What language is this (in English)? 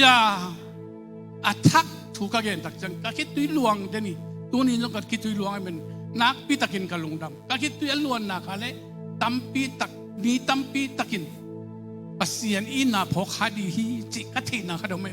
Tedim Chin